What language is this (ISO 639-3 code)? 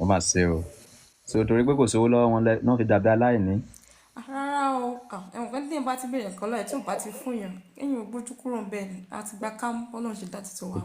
yor